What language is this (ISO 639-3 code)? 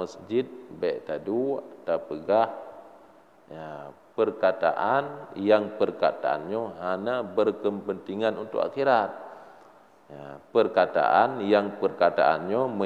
ace